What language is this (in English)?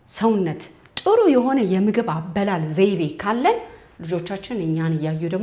Amharic